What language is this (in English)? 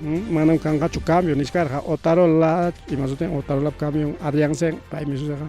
Ayacucho Quechua